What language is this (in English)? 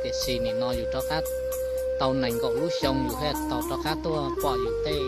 Hmong